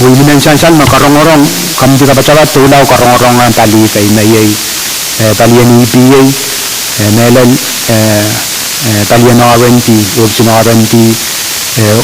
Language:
Pohnpeian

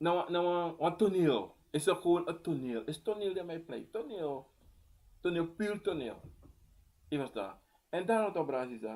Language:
Sranan Tongo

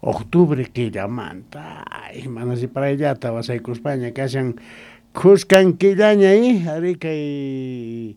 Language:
South Bolivian Quechua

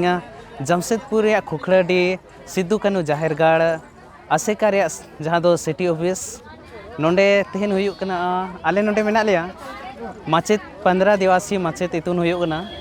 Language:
Santali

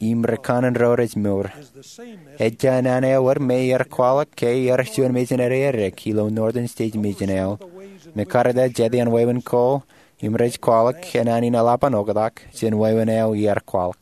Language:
Marshallese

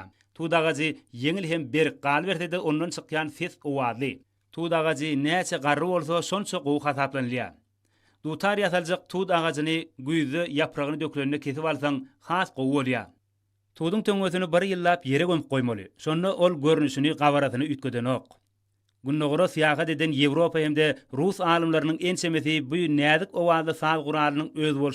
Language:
Turkmen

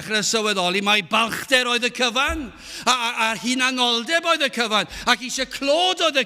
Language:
Welsh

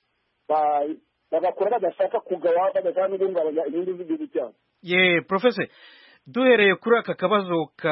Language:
Kinyarwanda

